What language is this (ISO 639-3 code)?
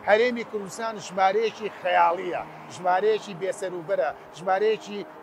ckb